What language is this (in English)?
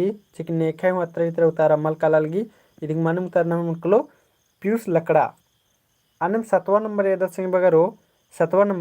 Kurukh